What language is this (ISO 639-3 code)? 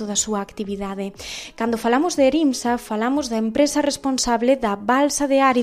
glg